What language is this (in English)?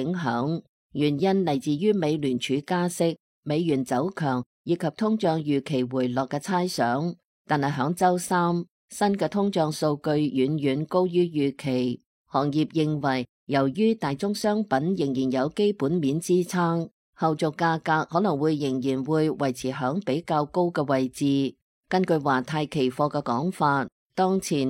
Cantonese